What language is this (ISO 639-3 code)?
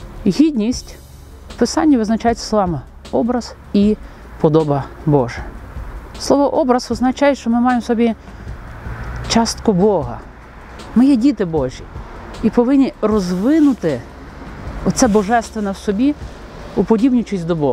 ukr